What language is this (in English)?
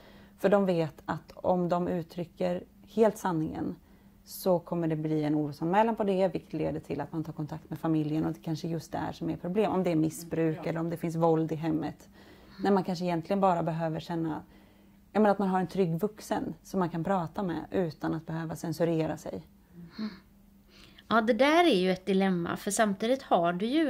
Swedish